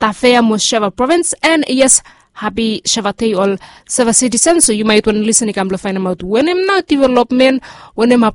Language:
Bislama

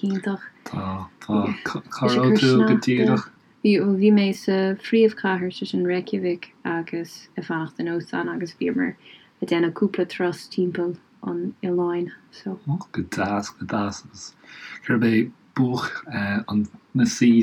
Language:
Irish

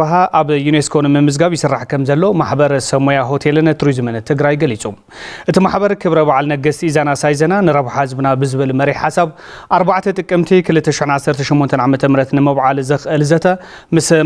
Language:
Tigrinya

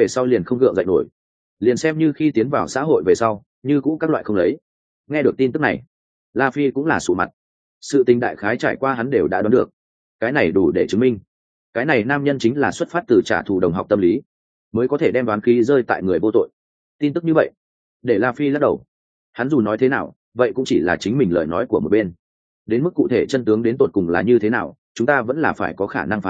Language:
Vietnamese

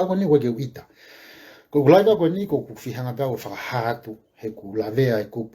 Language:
Tongan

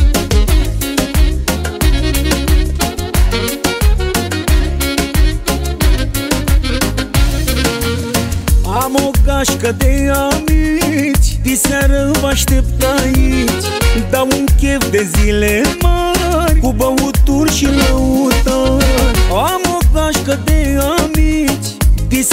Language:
Romanian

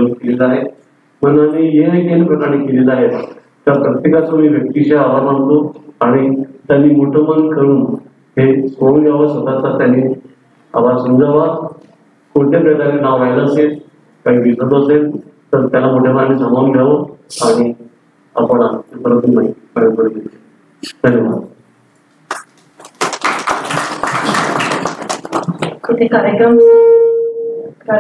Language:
Marathi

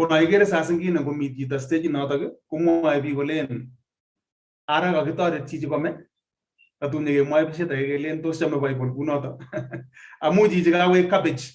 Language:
Kalenjin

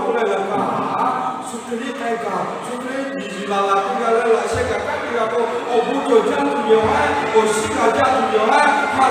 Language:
Lahu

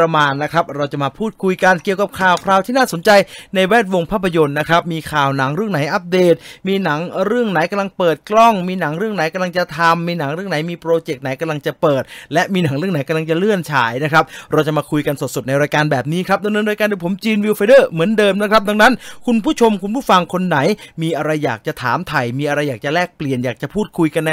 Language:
Thai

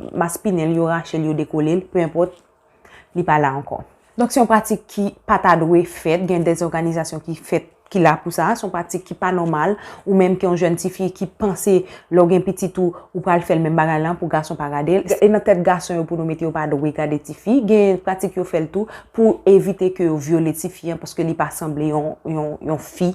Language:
Haitian Creole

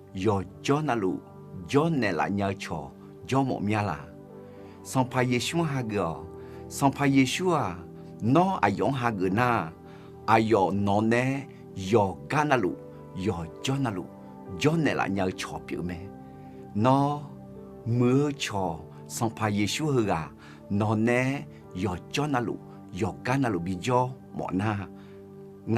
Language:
Akha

